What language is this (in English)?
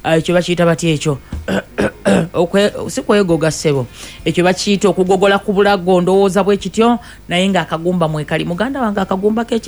Ganda